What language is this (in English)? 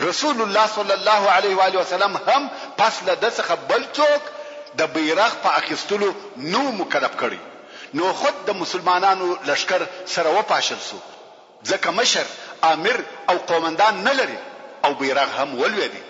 Pashto